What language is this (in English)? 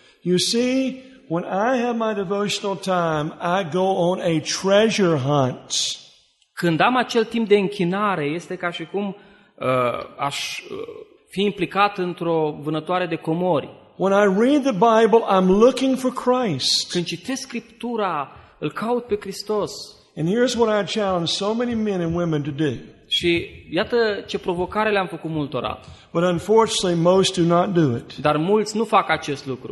Romanian